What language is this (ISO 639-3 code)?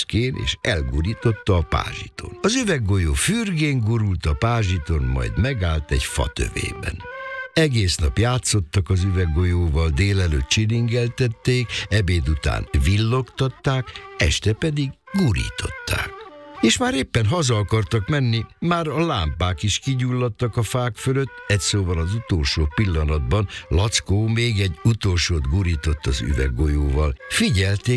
hun